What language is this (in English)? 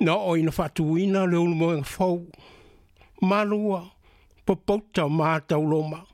Samoan